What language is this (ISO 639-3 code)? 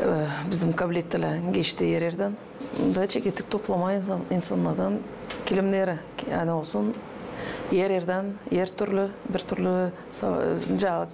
gag